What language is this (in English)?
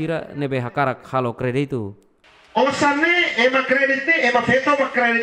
Tetum